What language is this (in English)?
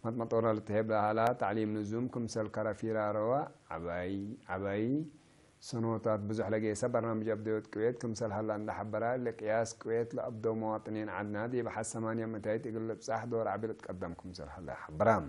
Tigre